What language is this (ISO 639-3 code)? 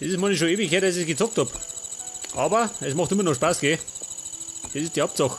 bar